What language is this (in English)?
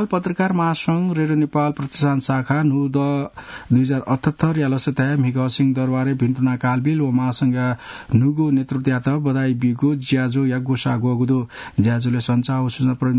Newari